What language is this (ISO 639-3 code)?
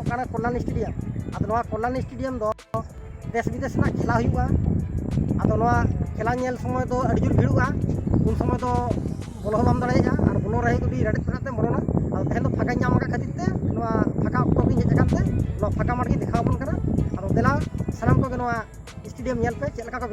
sat